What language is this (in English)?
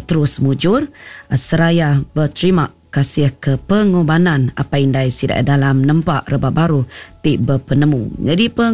Iban